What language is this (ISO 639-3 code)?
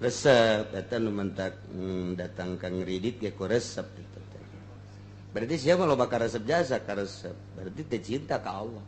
sun